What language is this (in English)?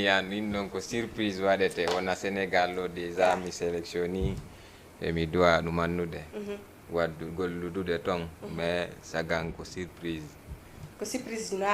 Fula